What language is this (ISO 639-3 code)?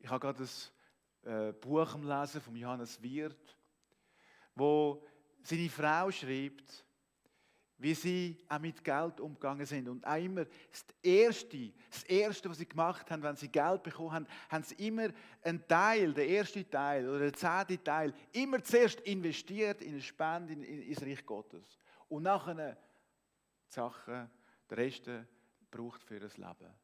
gsw